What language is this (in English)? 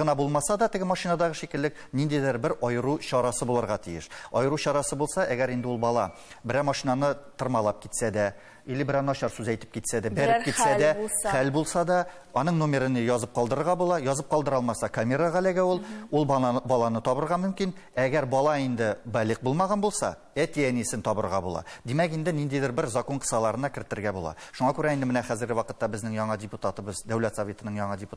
Tatar